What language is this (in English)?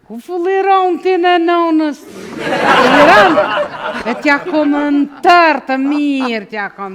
Albanian